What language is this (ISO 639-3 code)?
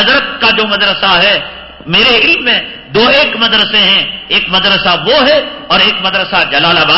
urd